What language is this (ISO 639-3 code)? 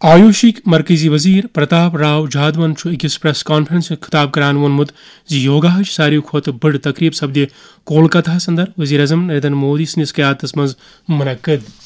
kas